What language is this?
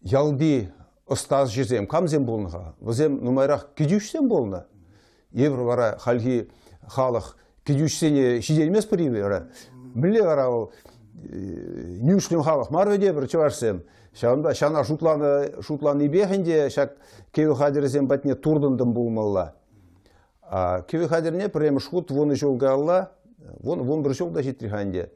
Chuvash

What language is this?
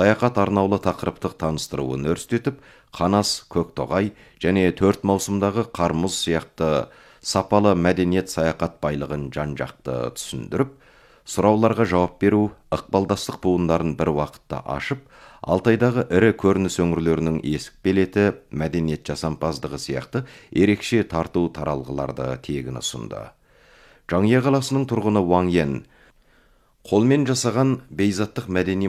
Kazakh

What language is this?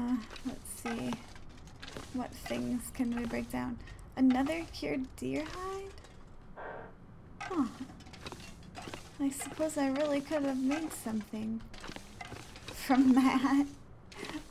English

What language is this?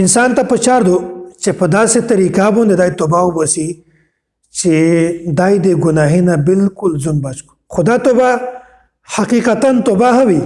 Pashto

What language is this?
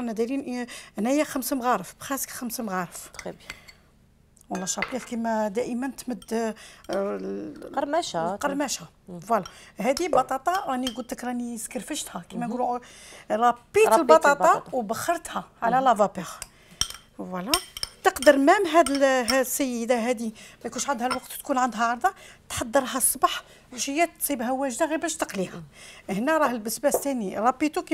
Algerian Arabic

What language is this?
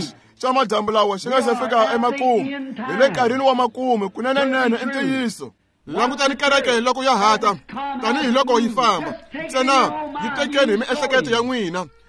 Tsonga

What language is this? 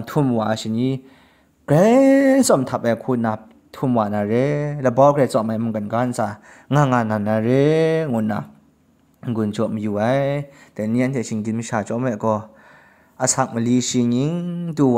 Kachin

